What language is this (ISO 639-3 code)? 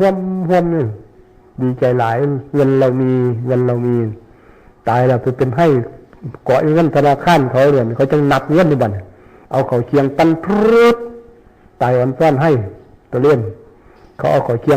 tts